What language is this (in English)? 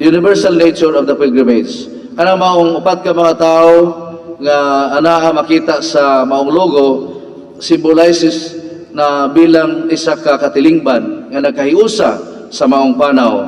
Cebuano